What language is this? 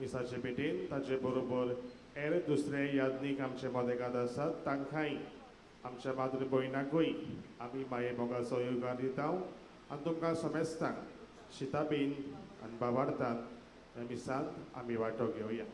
Konkani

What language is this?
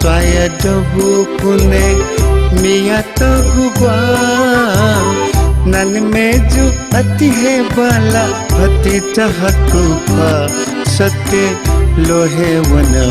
Newari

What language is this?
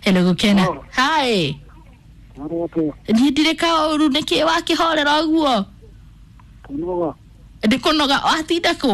Kikuyu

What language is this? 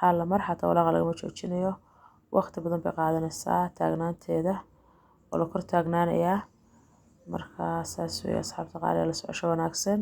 Somali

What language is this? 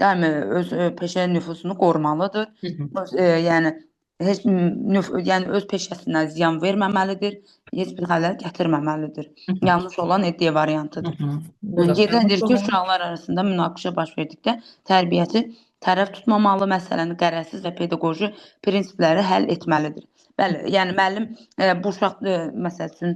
Azerbaijani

